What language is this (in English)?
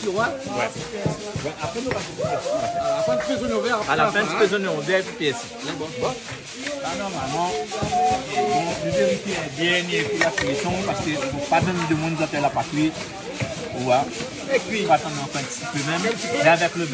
Réunion Creole French